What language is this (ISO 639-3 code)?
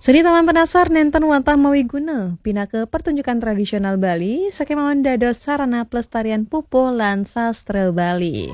ban